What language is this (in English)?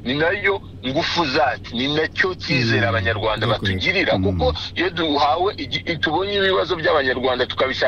Kinyarwanda